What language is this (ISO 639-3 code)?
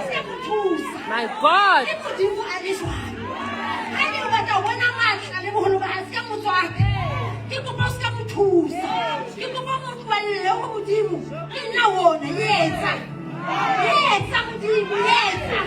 sot